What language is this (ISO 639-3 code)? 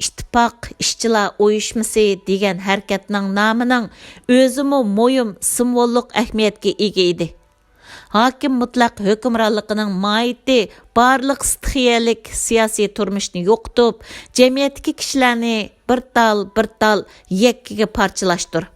uig